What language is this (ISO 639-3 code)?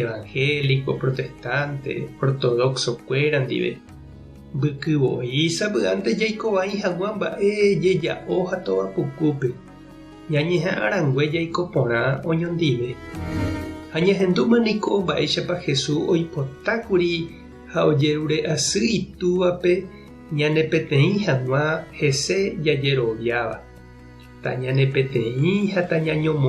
grn